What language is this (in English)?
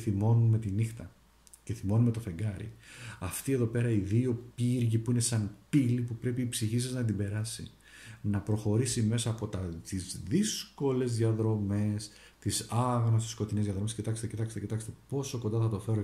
Greek